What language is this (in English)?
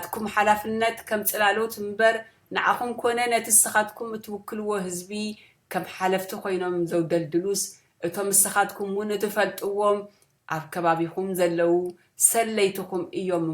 Tigrinya